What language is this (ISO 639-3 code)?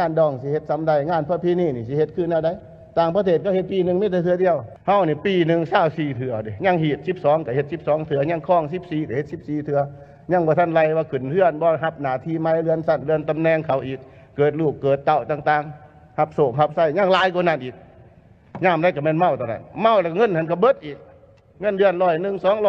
lao